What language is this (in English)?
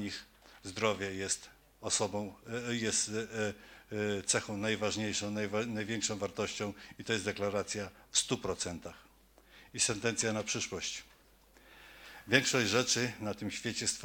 Polish